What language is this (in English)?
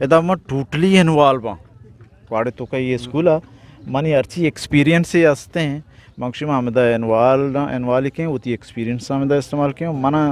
Eastern Balochi